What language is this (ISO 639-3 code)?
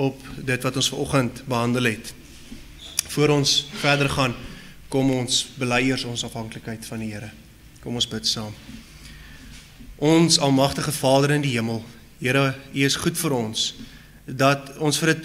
afr